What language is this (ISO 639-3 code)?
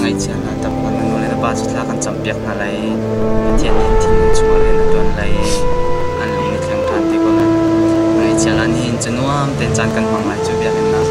cnh